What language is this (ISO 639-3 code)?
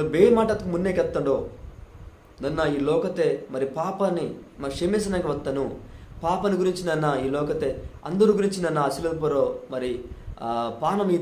kff